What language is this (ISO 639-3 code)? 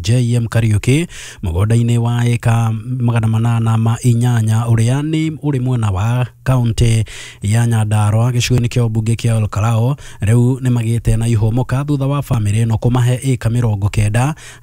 kik